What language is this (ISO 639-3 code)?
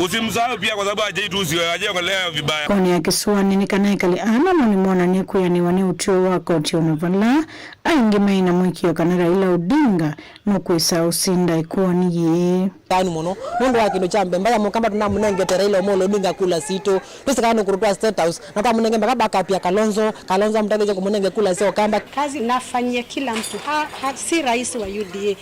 kam